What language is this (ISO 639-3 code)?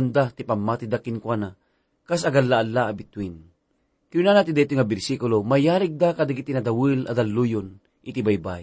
ilo